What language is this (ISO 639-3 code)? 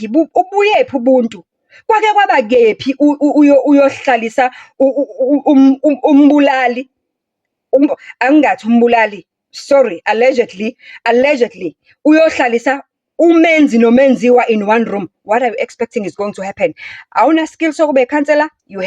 zul